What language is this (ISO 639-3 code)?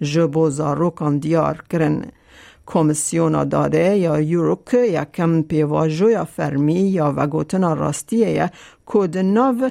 kur